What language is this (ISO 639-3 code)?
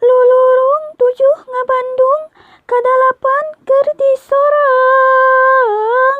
sun